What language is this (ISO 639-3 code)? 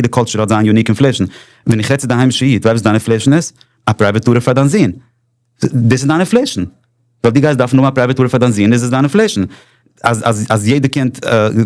yid